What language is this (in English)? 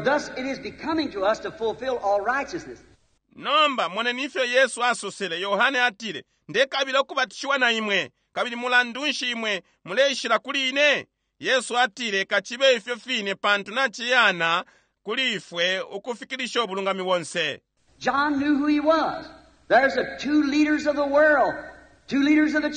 Bemba